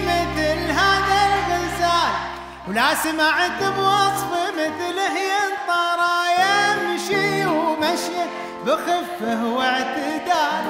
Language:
Arabic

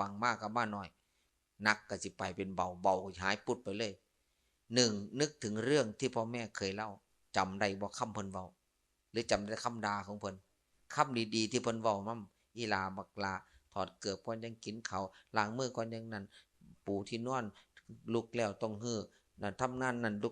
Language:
Lao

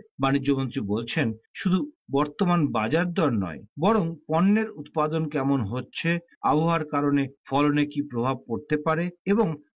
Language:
Bangla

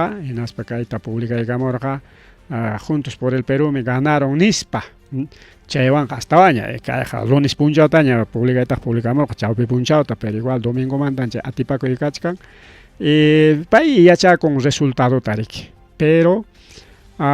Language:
Ayacucho Quechua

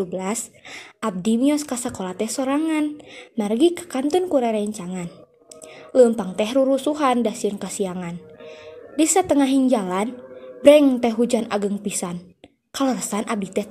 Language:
Sundanese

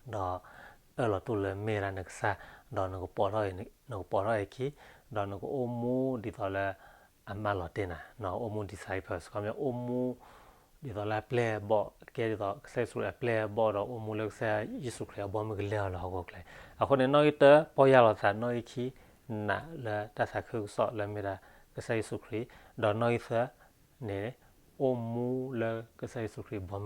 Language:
S'gaw Karen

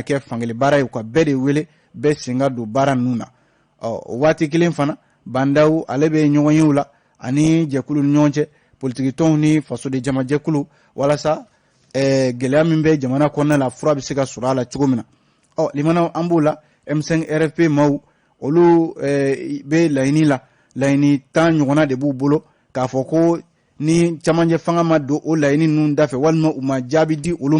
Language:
Bambara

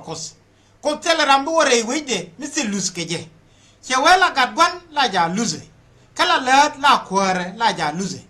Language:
Nuer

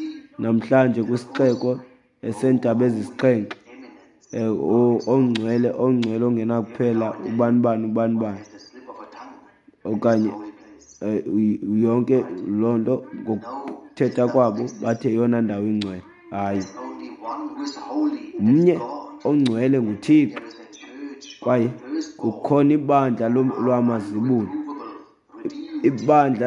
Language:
Xhosa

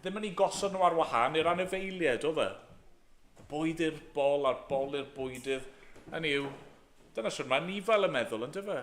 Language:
Welsh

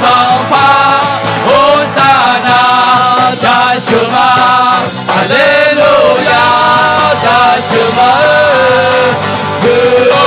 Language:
Akha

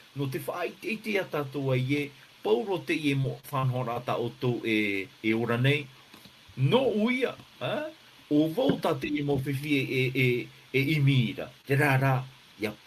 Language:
Tahitian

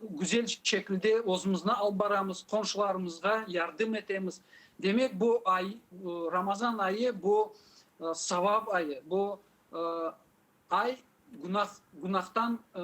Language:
Crimean Tatar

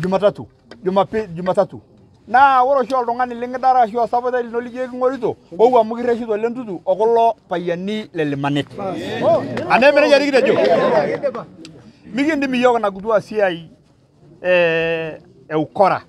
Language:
Masai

